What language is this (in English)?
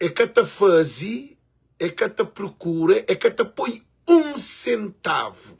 Kabuverdianu